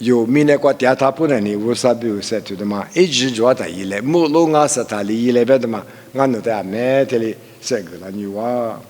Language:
Lisu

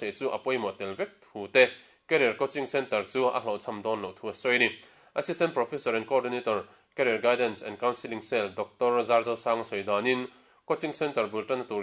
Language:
Mizo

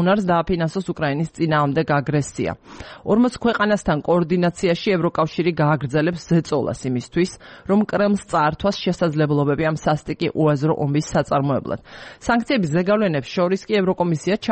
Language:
Georgian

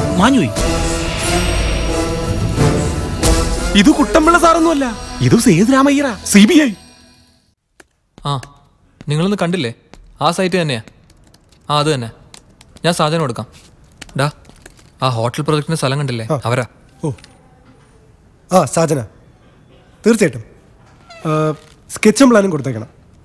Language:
Malayalam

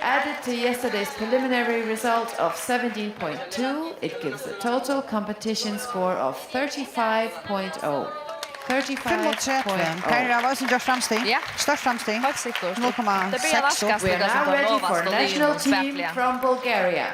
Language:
Faroese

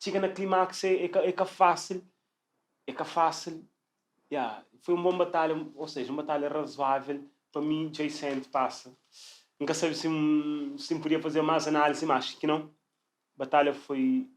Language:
Kabuverdianu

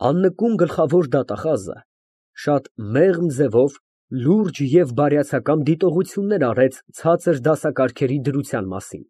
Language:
Armenian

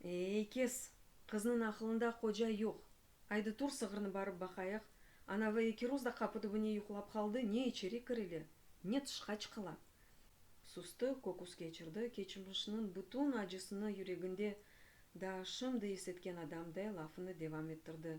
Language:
Crimean Tatar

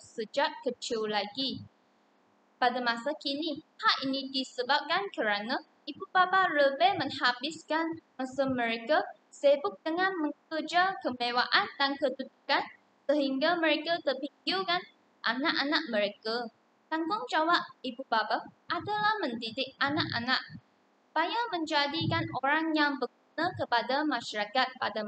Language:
Malay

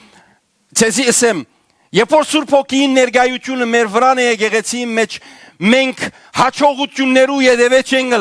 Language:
Western Armenian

